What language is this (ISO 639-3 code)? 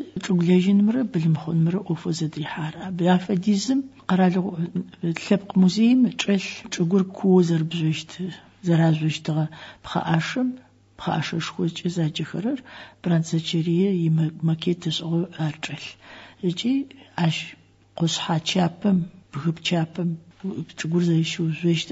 ady